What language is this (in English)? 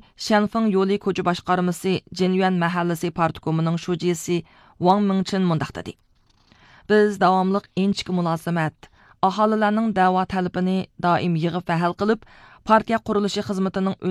Uyghur